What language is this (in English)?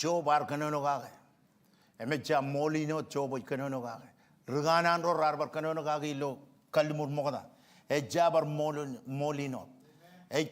Marshallese